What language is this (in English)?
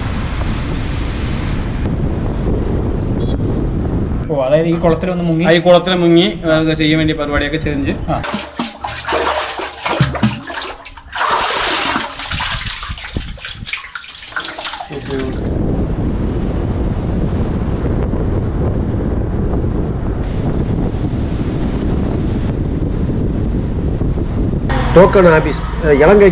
Malayalam